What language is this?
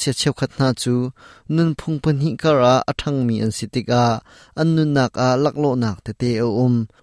Hakha Chin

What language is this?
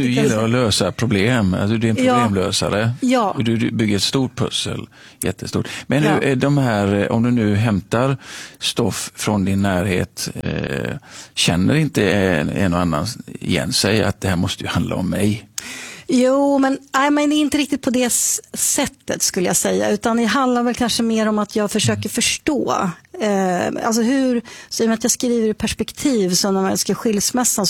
Swedish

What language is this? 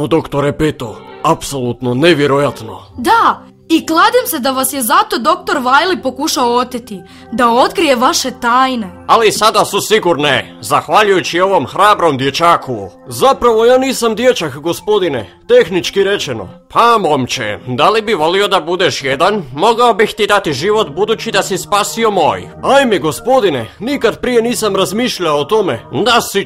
Croatian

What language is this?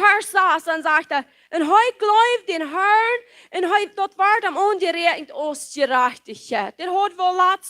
Plautdietsch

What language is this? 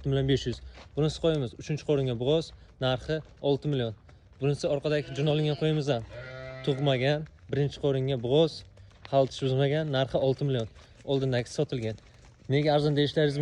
Uzbek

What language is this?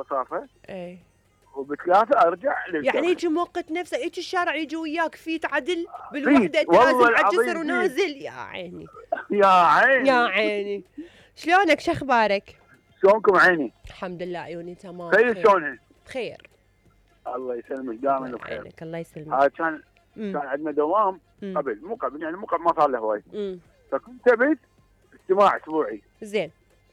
Mesopotamian Arabic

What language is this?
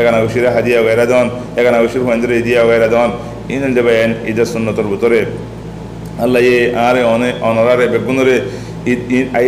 Rohingya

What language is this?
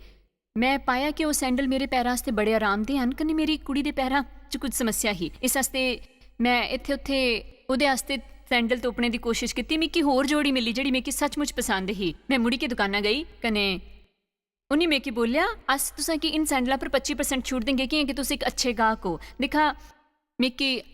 Dogri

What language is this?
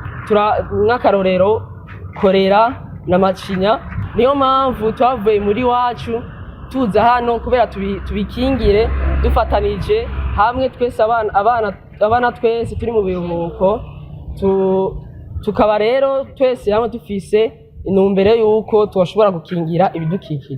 Rundi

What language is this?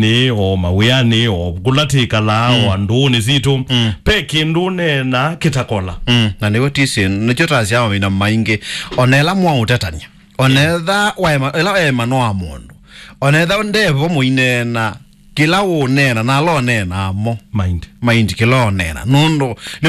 Kamba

